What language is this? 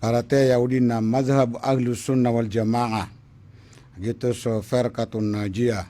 Maranao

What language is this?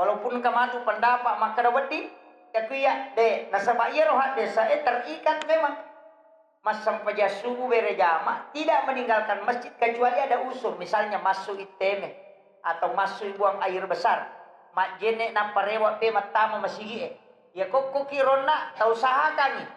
Buginese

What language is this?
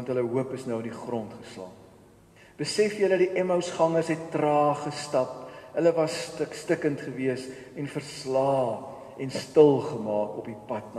Afrikaans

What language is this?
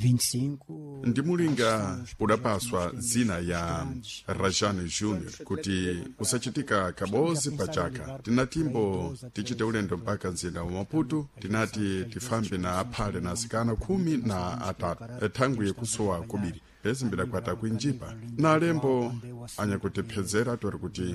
Sena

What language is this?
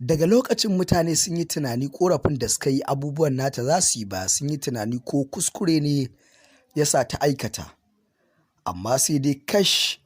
Hausa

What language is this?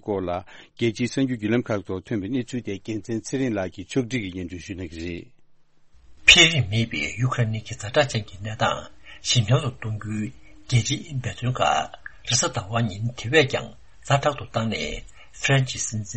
Tibetan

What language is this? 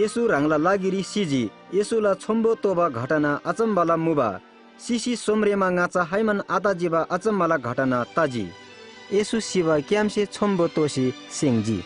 Eastern Tamang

